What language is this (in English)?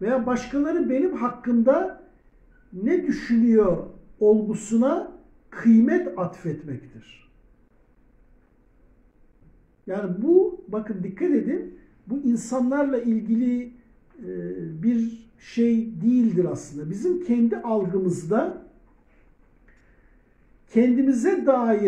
Turkish